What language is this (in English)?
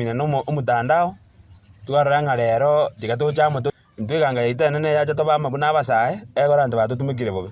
Gusii